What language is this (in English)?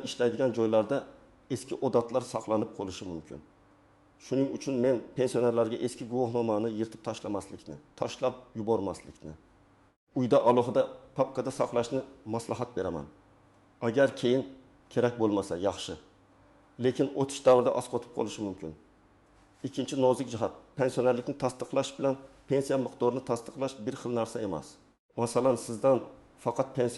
Uzbek